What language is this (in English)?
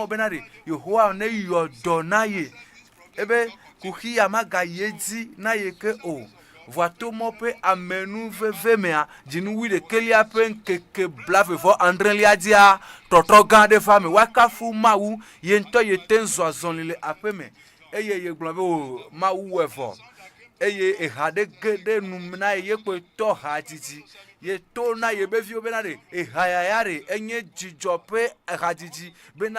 Ewe